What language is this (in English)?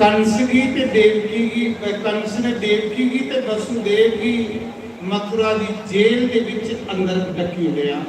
Dogri